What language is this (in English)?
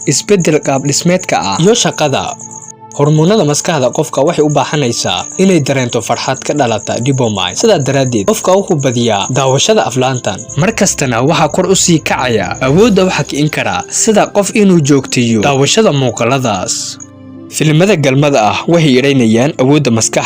Somali